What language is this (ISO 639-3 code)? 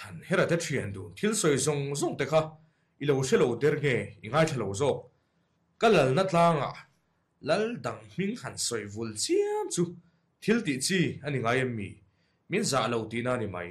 lus